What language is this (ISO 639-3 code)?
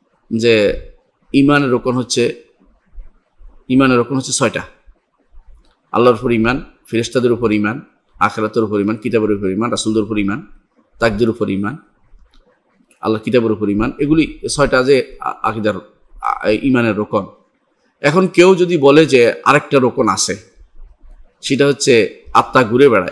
ben